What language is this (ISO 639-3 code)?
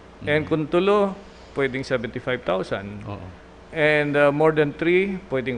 bik